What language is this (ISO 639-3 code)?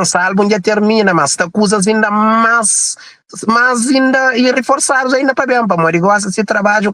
kea